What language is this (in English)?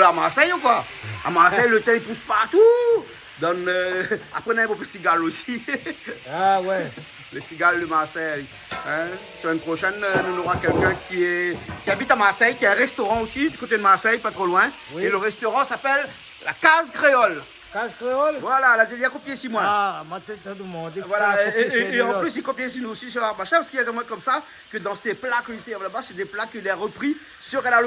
Réunion Creole French